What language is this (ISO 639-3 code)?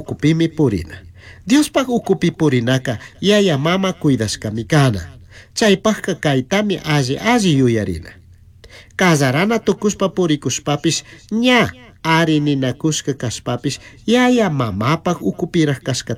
qug